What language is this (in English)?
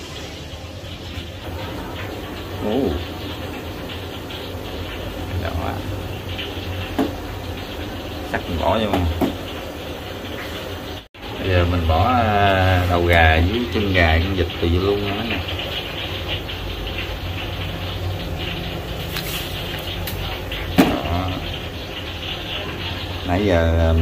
Vietnamese